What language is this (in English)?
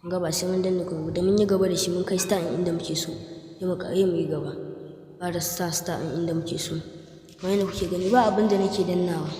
Hausa